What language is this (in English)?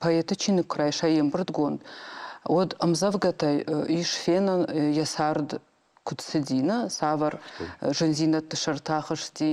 Ossetic